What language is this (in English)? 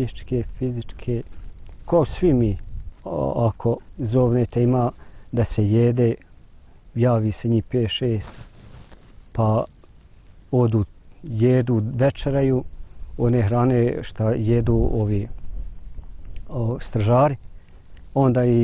Bosnian